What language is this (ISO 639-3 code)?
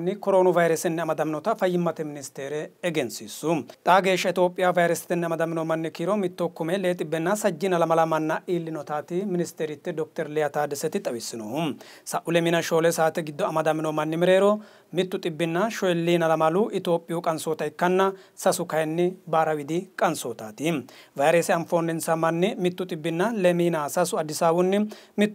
sid